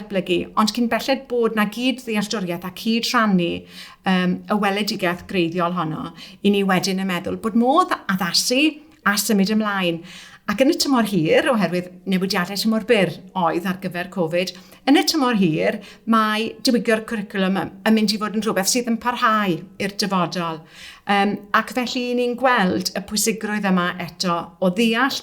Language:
Welsh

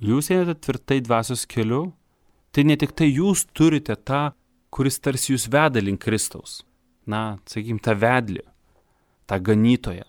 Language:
Lithuanian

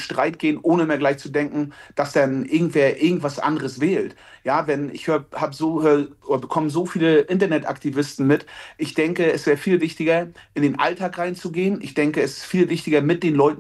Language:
German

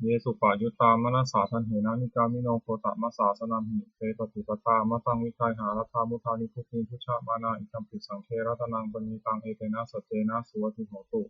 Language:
Pali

